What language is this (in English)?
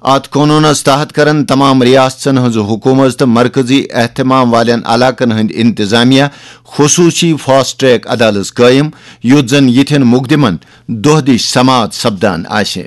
Kashmiri